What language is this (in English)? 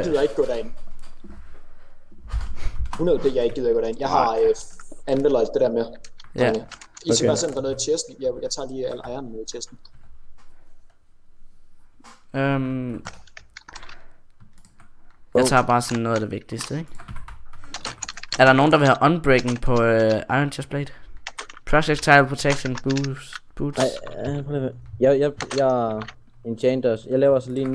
Danish